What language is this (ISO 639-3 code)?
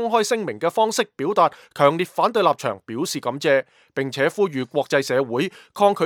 yue